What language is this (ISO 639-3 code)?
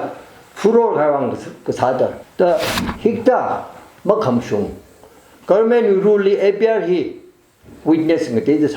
nmf